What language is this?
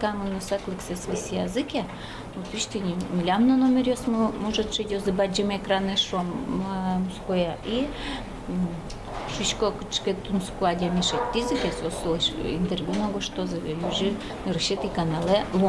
Udmurt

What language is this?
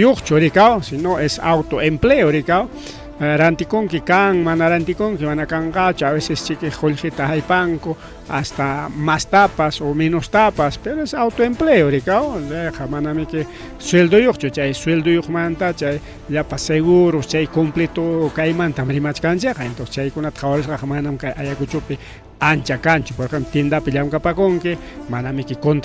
Ayacucho Quechua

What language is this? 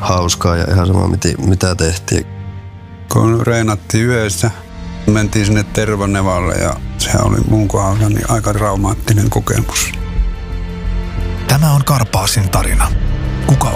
Finnish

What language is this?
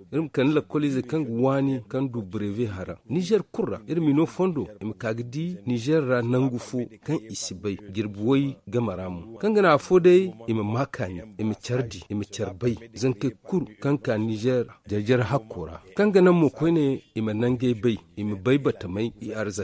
Zarma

